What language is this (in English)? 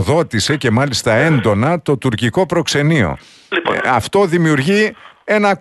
Greek